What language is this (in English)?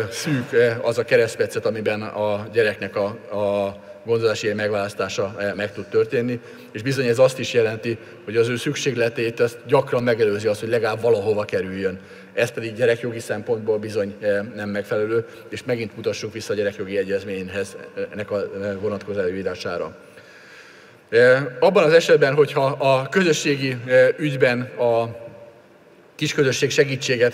Hungarian